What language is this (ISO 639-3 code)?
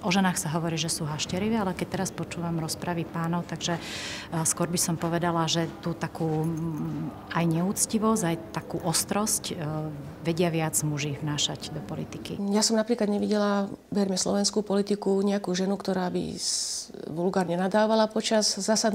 slk